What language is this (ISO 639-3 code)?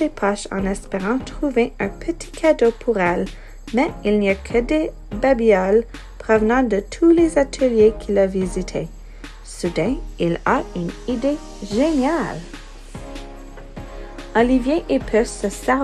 fra